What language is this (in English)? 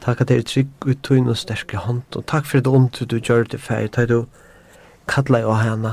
Faroese